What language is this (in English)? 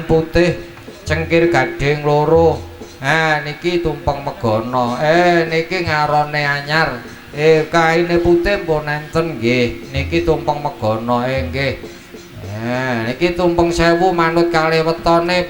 Javanese